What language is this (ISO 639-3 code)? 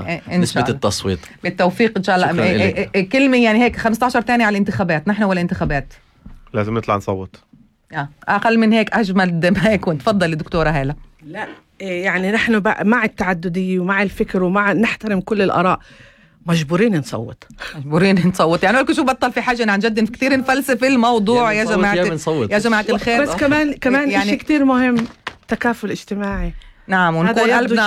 apc